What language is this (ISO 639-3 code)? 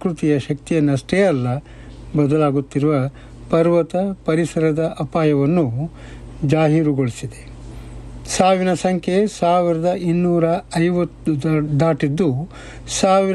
kan